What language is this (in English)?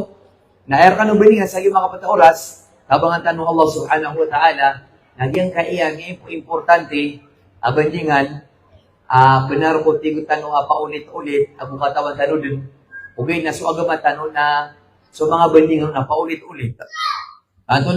Maranao